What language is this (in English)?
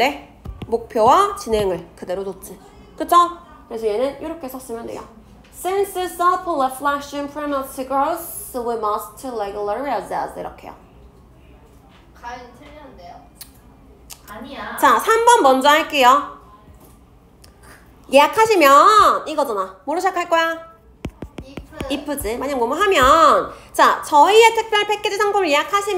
Korean